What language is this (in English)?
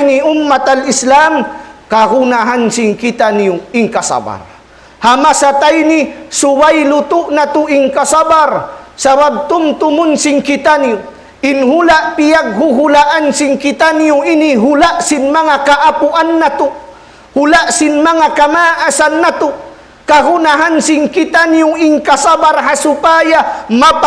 Tausug